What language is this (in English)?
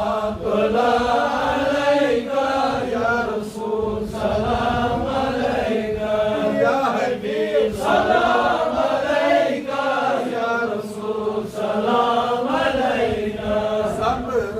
Kashmiri